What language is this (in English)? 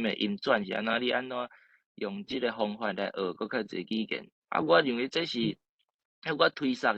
Min Nan Chinese